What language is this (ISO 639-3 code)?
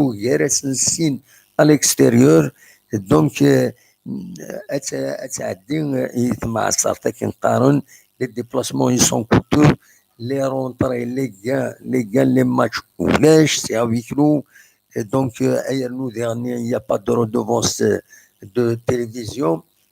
kab